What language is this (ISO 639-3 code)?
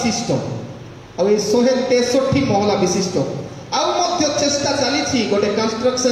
ori